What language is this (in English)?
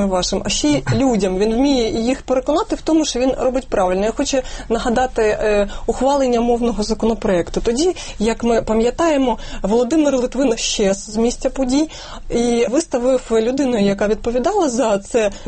Ukrainian